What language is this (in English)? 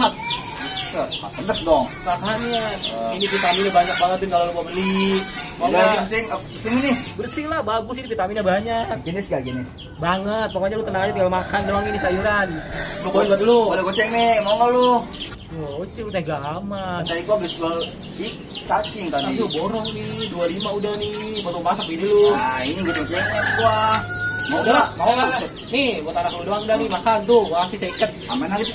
Betawi